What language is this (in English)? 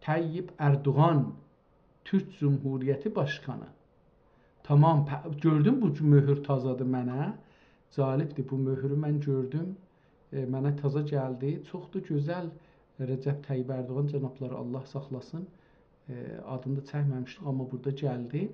South Azerbaijani